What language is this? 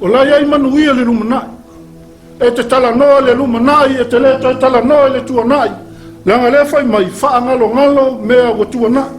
Samoan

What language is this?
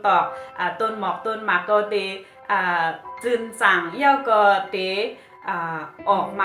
Shan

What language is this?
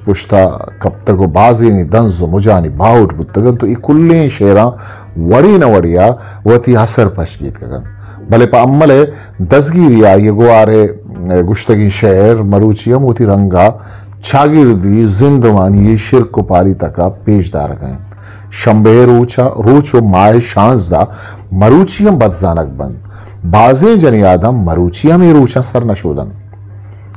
Eastern Balochi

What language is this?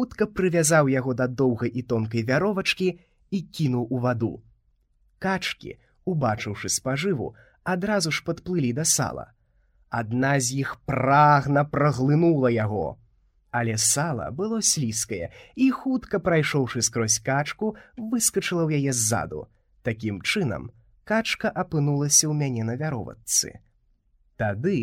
Belarusian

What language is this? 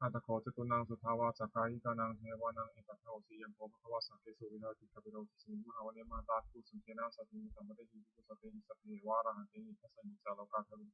Pali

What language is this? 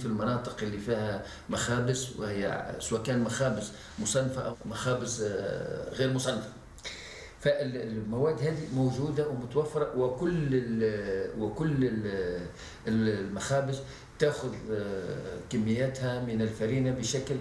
Tunisian Arabic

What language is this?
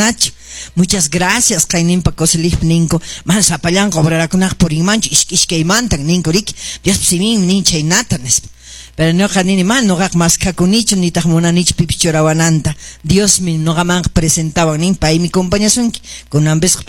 Quechua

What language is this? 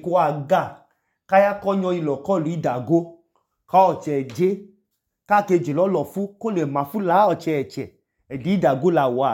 Idoma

